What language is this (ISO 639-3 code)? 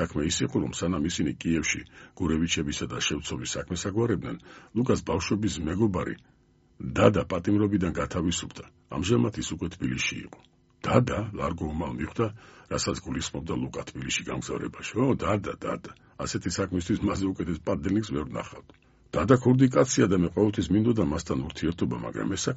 kat